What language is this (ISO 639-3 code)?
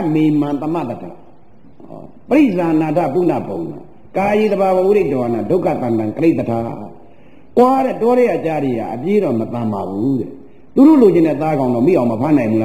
mya